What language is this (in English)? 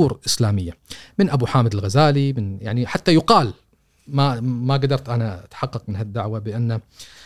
Gulf Arabic